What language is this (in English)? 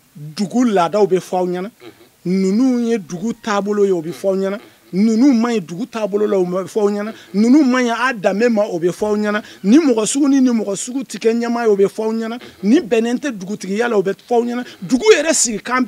Bambara